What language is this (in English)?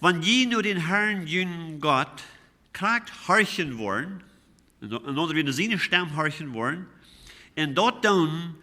Plautdietsch